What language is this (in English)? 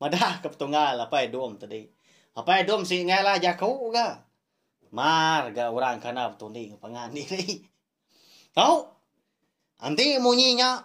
Iban